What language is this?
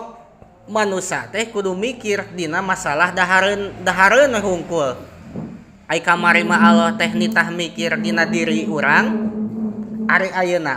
Sundanese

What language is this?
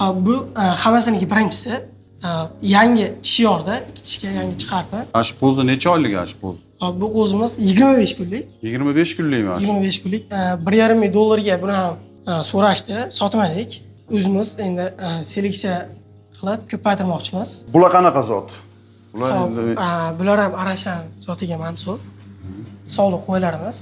Uzbek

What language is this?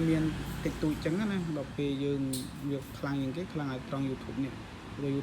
Khmer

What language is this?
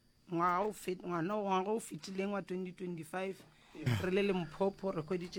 Northern Sotho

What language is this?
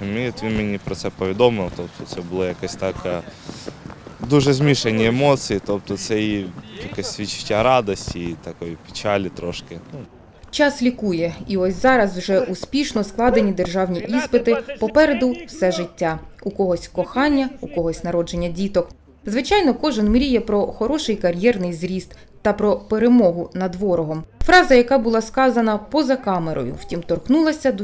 Ukrainian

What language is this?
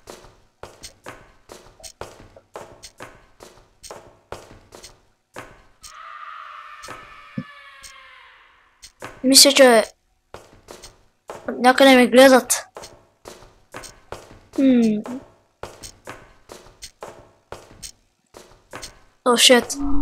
Bulgarian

